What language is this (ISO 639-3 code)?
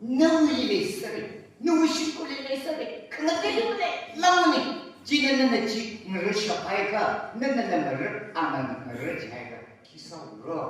nmf